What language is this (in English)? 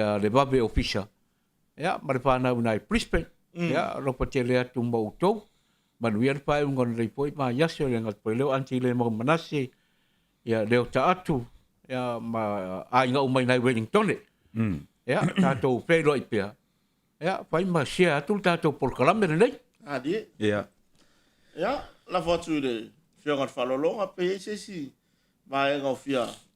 Samoan